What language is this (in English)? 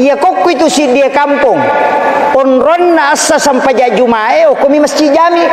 Buginese